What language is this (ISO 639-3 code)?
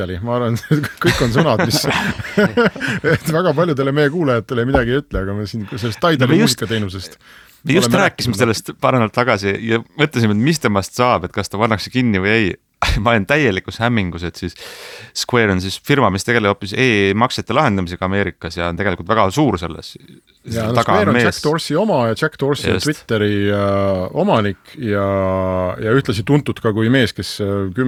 est